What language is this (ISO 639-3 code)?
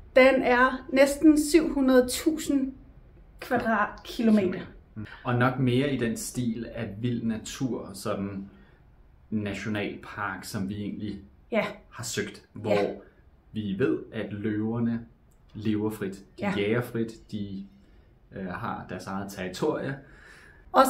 dan